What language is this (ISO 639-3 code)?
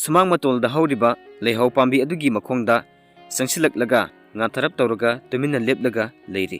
mni